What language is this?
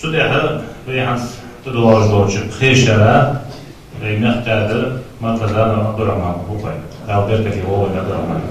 Ingush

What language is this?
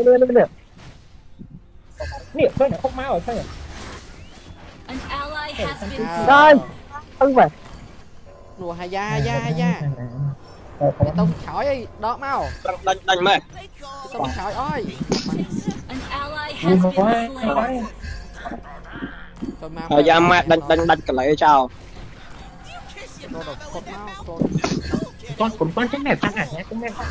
Vietnamese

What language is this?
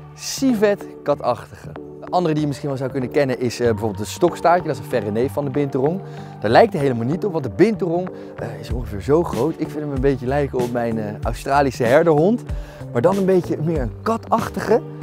Dutch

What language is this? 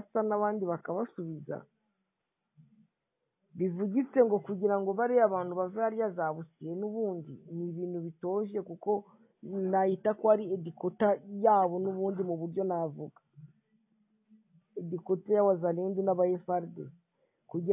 Kinyarwanda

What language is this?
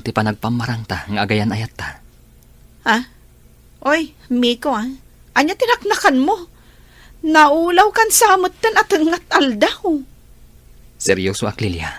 Iloko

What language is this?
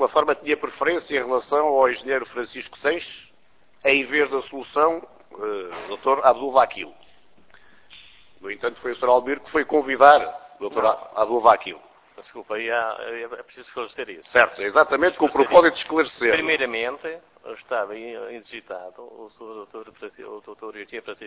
Portuguese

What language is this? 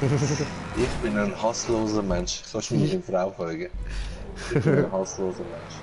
Swiss German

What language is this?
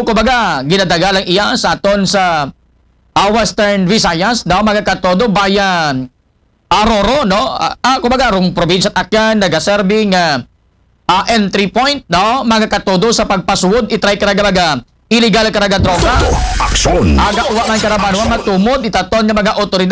Aklanon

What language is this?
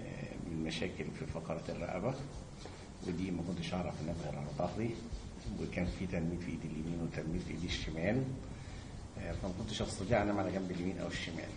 Egyptian Arabic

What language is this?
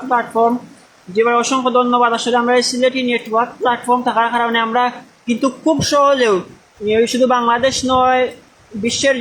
Sylheti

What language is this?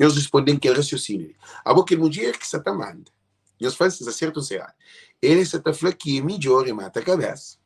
Kabuverdianu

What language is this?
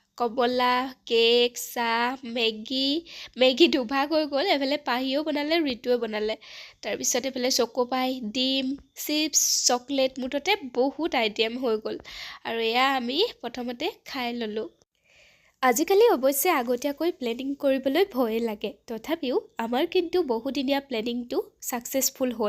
Assamese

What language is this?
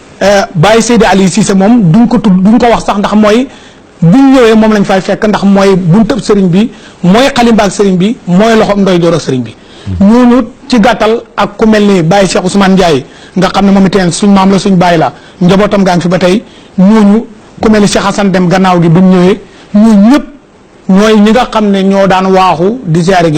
Wolof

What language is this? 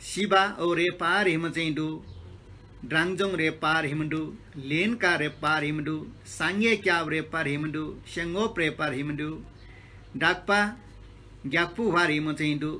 Newari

